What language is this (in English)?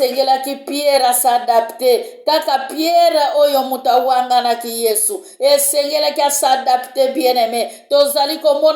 Lingala